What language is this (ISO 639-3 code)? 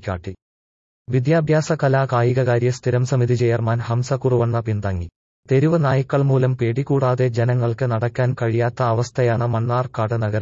mal